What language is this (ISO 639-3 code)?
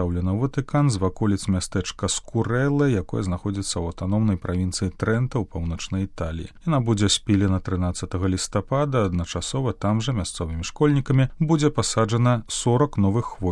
bel